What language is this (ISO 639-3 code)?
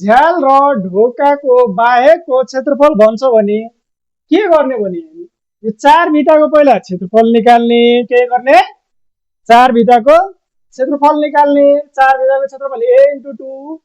nep